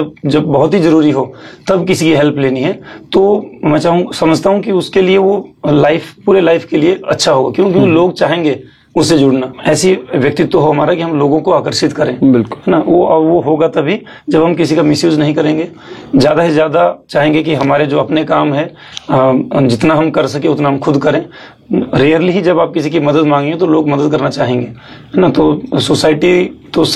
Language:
Hindi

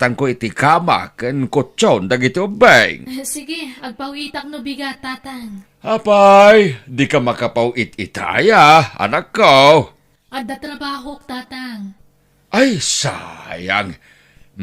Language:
Iloko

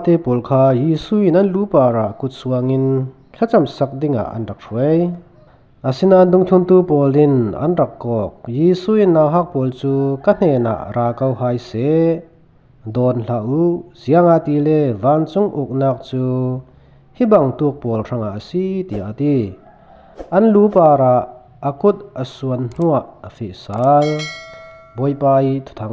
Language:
Falam Chin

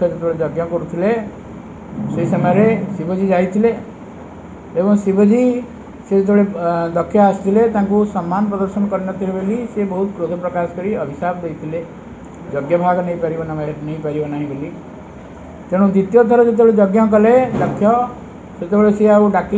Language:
Odia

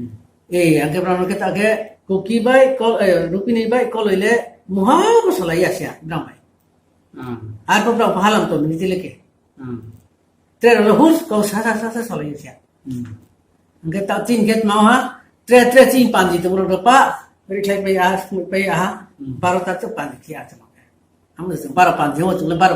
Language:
Riang (India)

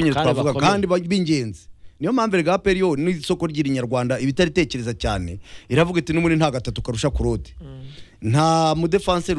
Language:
Kinyarwanda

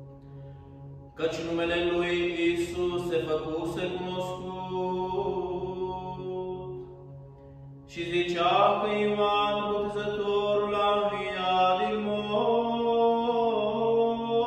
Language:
Romanian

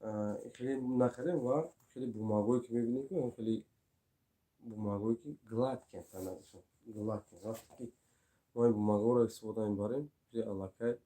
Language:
Tajik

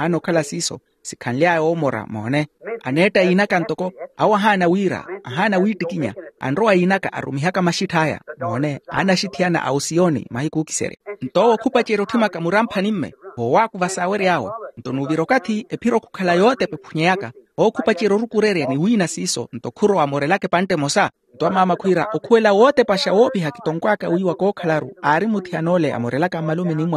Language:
Makhuwa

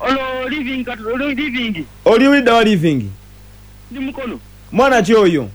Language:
Ganda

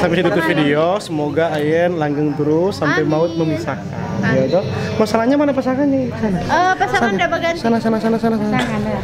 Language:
Manado Malay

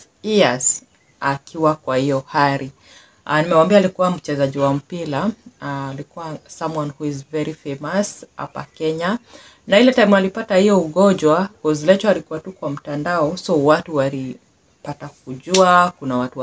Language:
Swahili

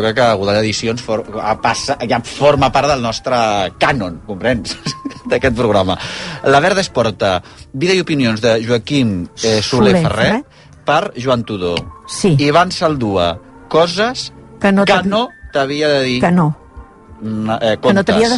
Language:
Catalan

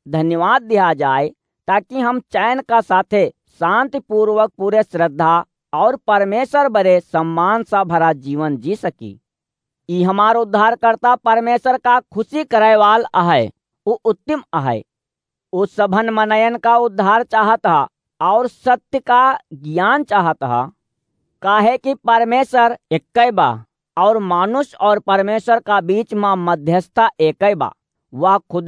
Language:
Awadhi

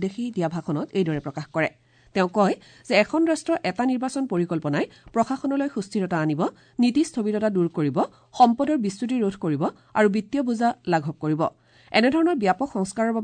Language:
Assamese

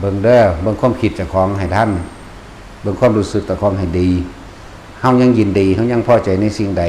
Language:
Northeastern Thai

